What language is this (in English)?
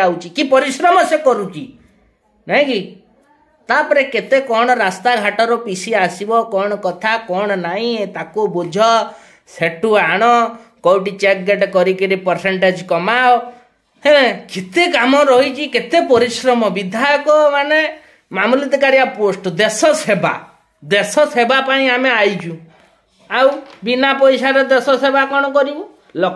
Odia